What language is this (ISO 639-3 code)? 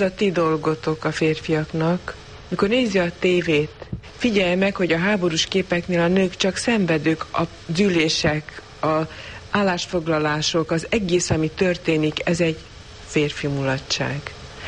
hun